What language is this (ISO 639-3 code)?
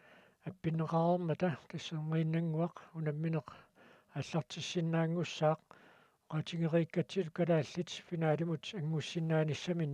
kal